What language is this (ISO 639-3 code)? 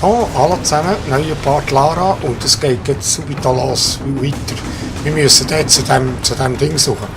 gsw